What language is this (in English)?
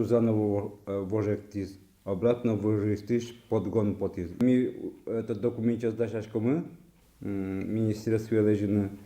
Udmurt